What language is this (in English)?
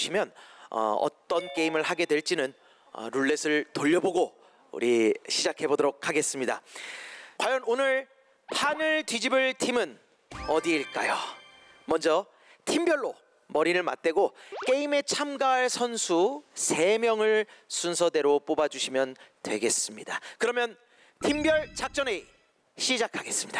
Korean